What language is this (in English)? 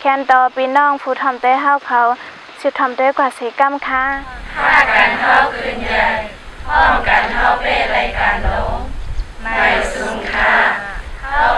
Shan